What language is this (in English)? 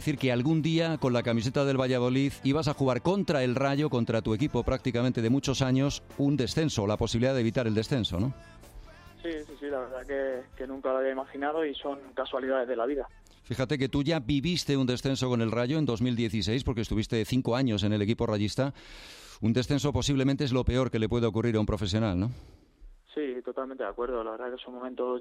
Spanish